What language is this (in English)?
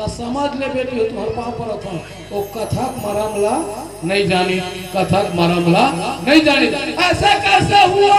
Chhattisgarhi